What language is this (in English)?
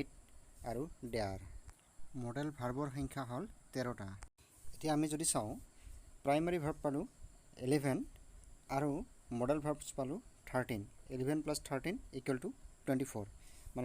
Assamese